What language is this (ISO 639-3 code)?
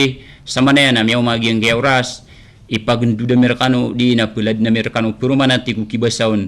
mrw